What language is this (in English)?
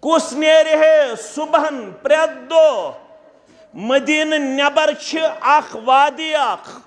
Kashmiri